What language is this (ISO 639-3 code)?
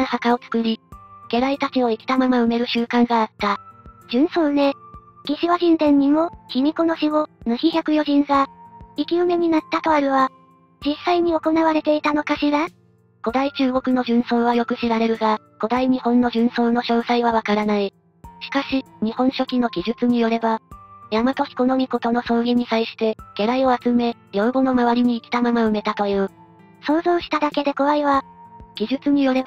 jpn